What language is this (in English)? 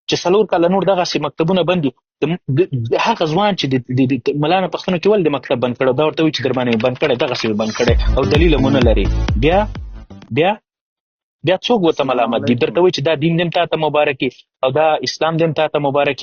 Pashto